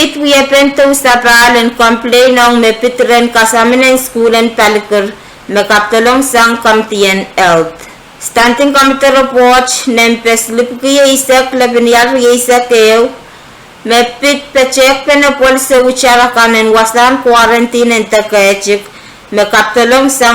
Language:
Pohnpeian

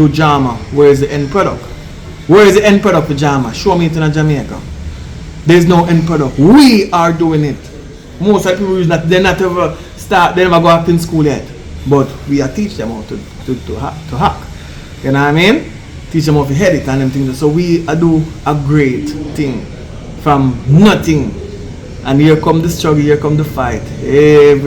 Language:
Jamaican Creole English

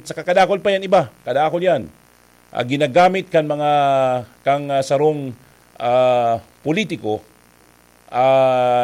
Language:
Bikol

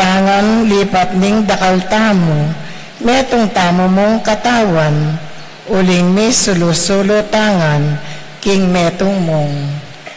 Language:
Pampanga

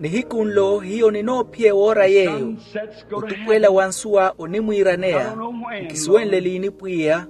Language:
Makhuwa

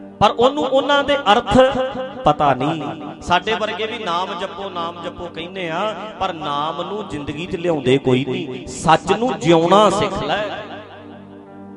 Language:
Punjabi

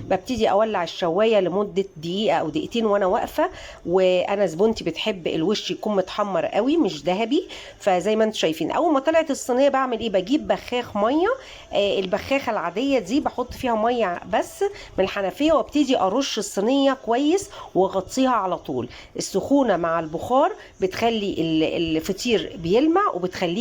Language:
Egyptian Arabic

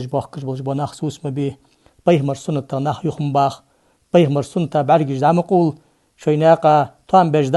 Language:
Ingush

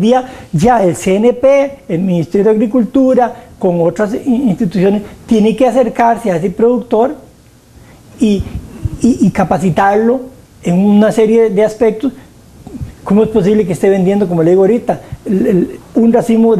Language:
Spanish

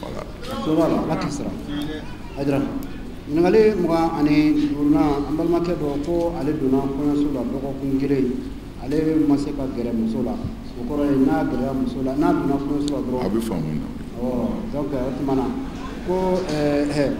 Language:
Bambara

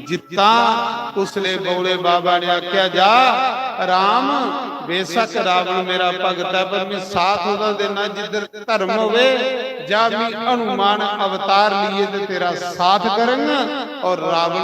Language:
Dogri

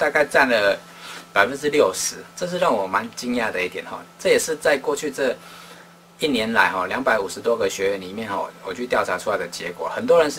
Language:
Chinese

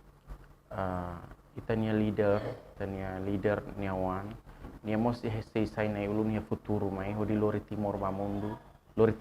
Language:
Tetum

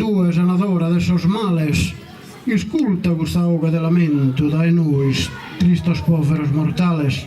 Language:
Sardinian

